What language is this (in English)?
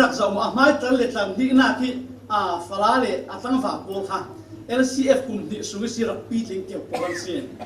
Falam Chin